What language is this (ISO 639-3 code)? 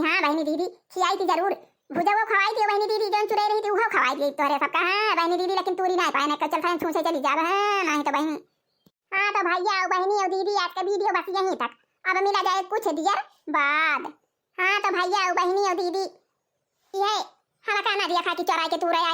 awa